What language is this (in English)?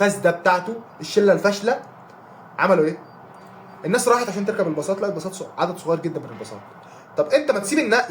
Egyptian Arabic